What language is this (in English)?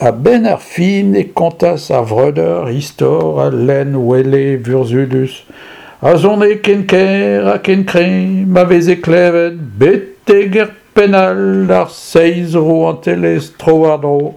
Breton